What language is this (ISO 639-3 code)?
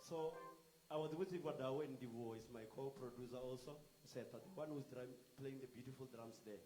ven